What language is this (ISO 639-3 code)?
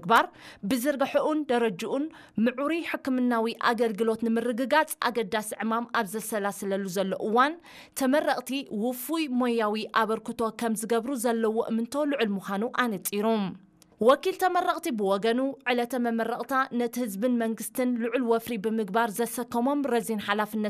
tir